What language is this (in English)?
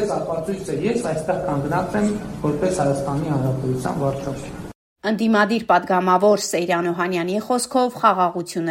Armenian